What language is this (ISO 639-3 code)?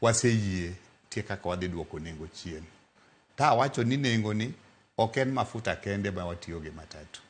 luo